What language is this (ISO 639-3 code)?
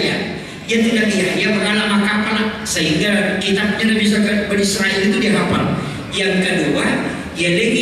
bug